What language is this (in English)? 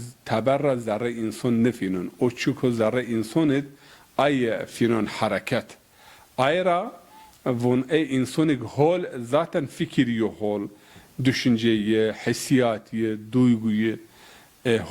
Zaza